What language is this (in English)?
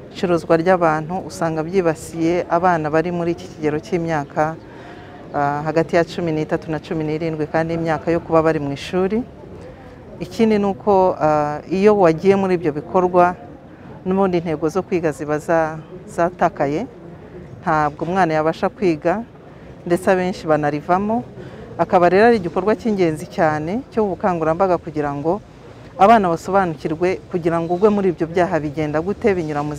Kinyarwanda